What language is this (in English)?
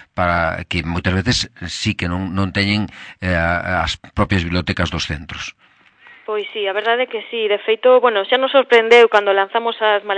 Galician